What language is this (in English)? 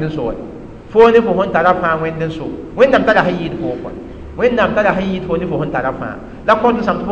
Mossi